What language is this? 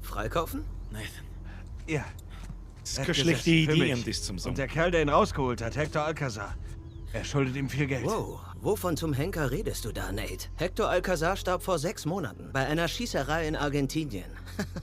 Bavarian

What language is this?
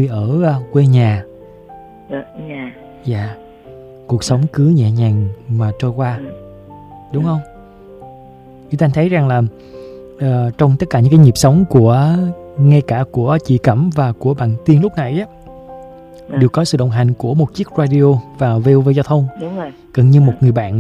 Vietnamese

